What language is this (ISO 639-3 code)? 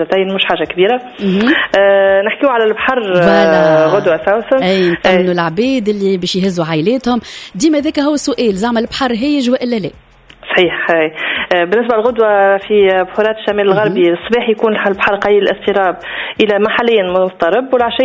aeb